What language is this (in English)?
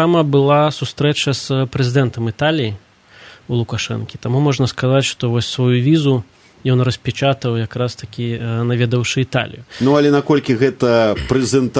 Belarusian